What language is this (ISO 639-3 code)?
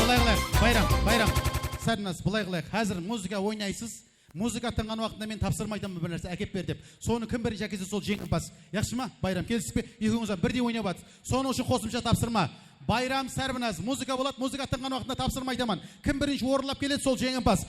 kaa